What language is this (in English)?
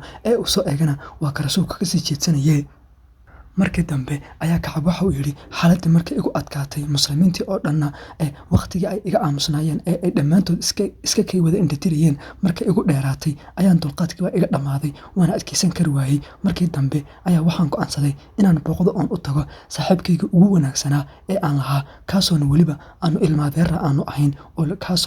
Somali